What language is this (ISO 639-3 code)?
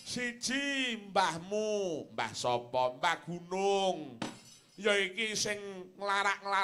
jav